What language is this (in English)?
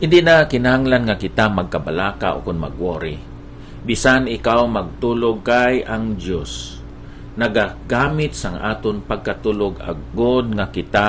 Hiligaynon